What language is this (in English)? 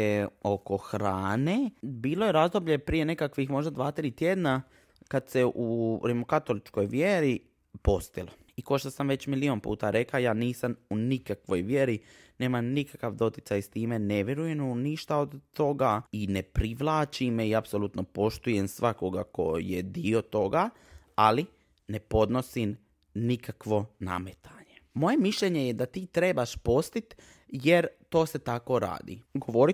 Serbian